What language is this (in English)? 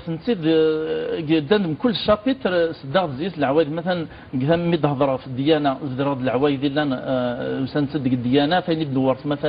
Kabyle